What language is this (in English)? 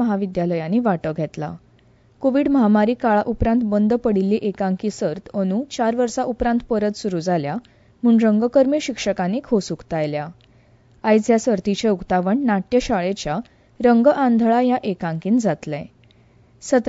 Konkani